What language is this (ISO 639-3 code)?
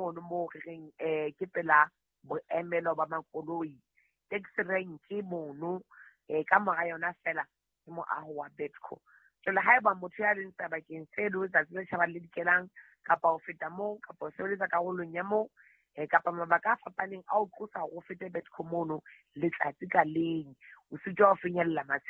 sot